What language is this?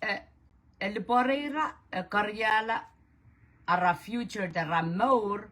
Pohnpeian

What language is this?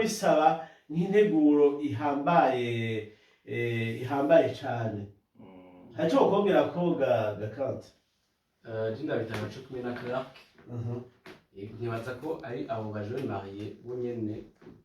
Rundi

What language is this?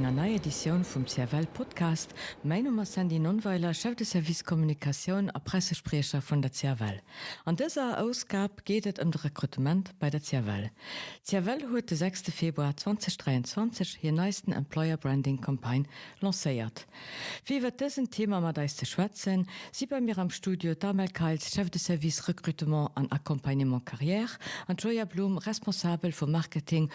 Luxembourgish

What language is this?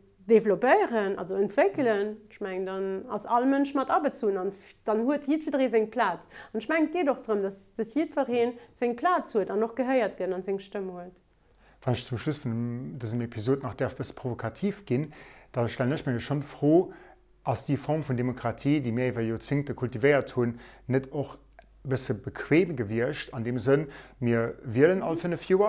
Luxembourgish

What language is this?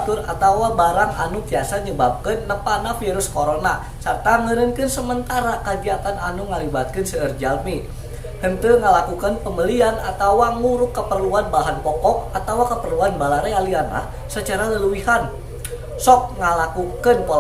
Sundanese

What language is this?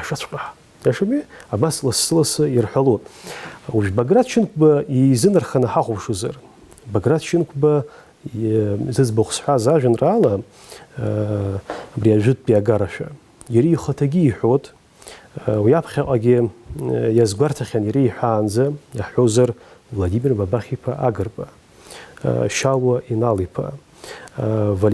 Abkhazian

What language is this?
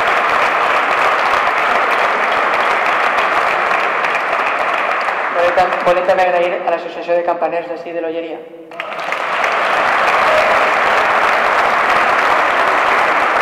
Catalan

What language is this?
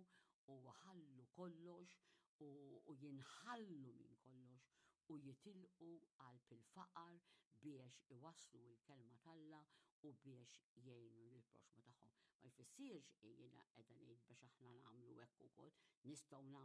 Maltese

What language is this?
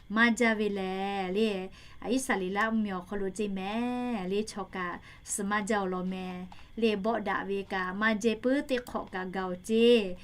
Lahu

